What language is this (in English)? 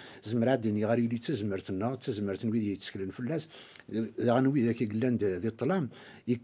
Kabyle